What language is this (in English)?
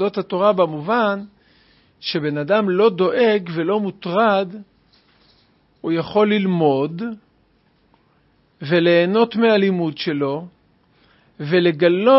Hebrew